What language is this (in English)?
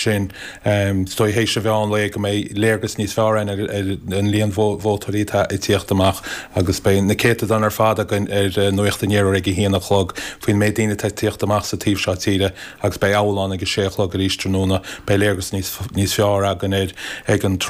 Irish